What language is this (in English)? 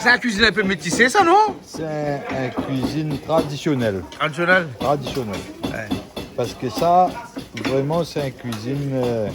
Réunion Creole French